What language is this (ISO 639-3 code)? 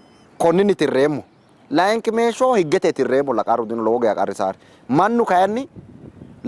sid